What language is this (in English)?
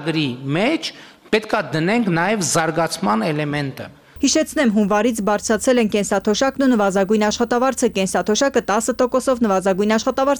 Armenian